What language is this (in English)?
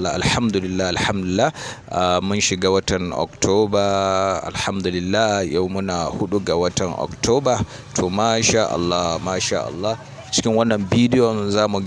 Hausa